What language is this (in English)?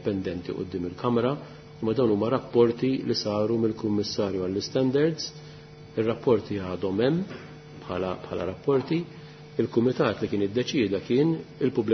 Maltese